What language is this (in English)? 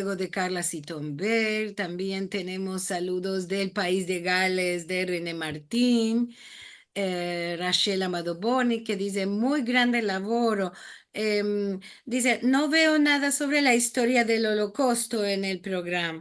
Ladino